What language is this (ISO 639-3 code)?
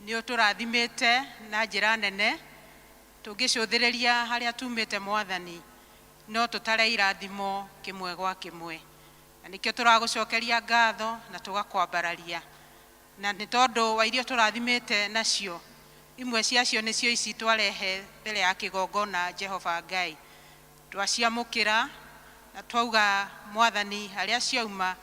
kik